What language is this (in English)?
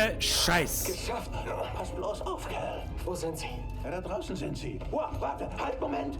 Bavarian